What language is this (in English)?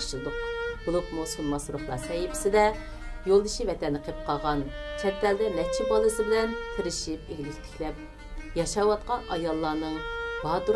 Uyghur